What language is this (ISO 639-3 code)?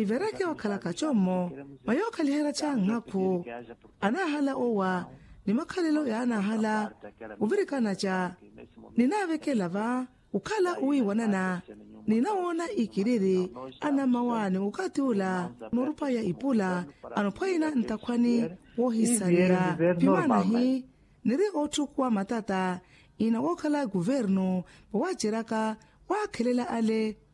vmw